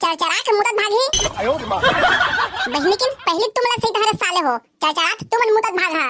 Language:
Chhattisgarhi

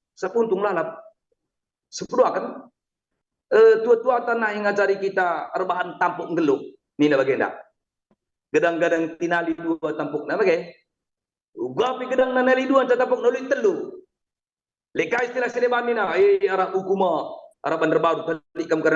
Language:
Batak Karo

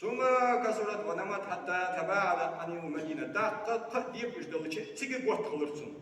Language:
Ingush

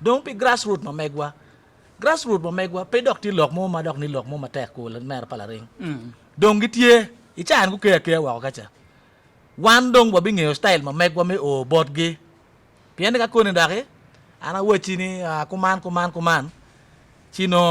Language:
Acoli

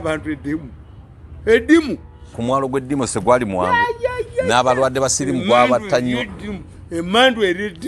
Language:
Ganda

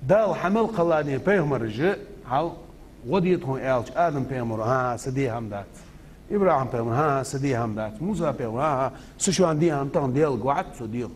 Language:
Ingush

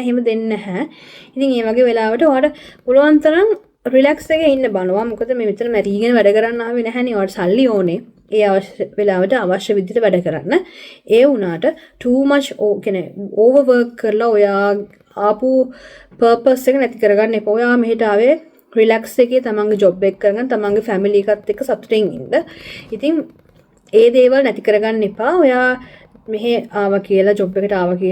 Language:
Sinhala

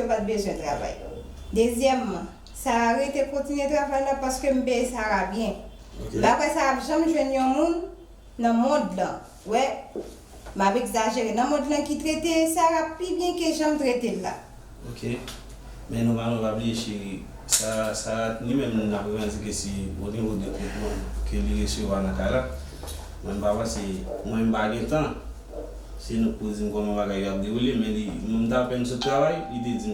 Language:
Haitian Creole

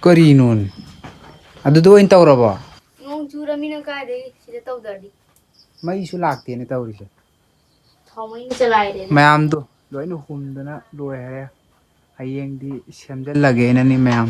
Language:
Manipuri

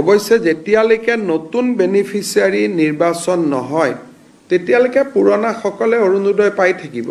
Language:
Assamese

